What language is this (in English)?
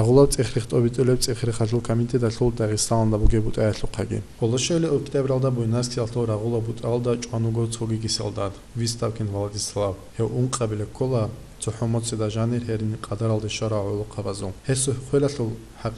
Avaric